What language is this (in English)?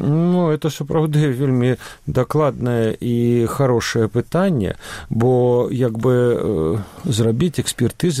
Belarusian